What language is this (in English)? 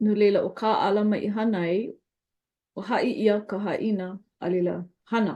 Hawaiian